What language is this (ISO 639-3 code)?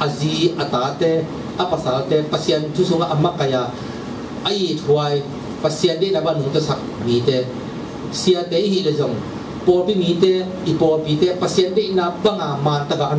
ctd